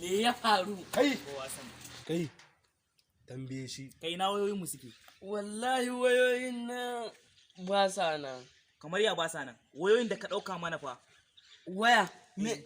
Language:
Hausa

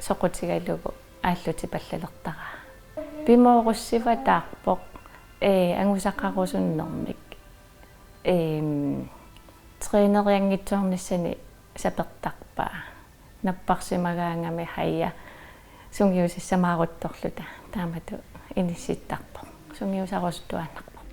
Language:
Kalaallisut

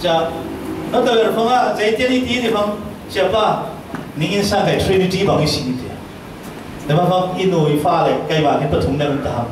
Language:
Falam Chin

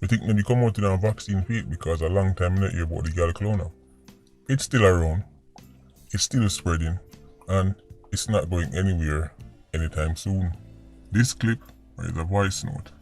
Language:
Jamaican Creole English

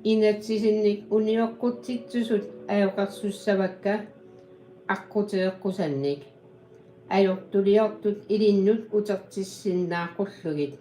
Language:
Kalaallisut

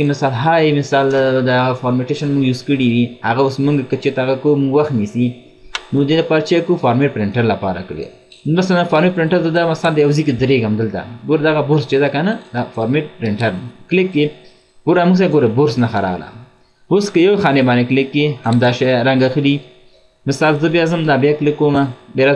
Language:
Pashto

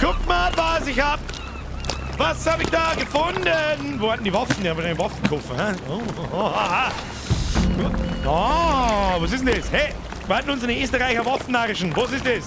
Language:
Bavarian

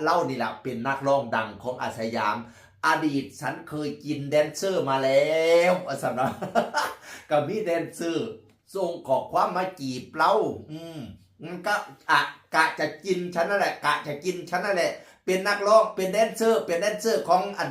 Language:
Northeastern Thai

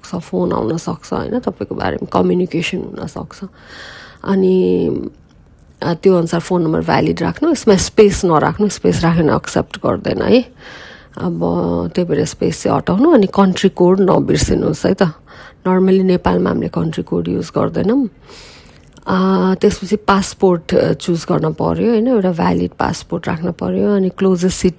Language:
Nepali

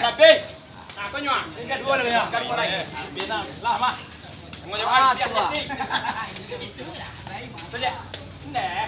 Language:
Minangkabau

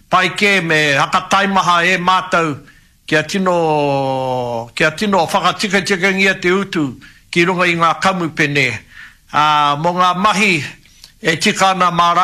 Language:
Māori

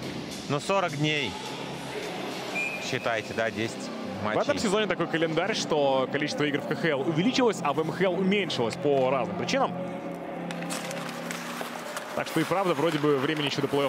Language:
Russian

